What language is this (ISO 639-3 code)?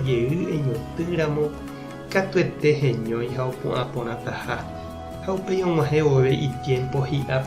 grn